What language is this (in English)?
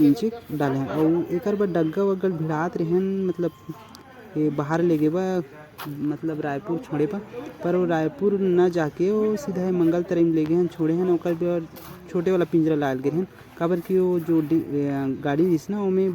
Chhattisgarhi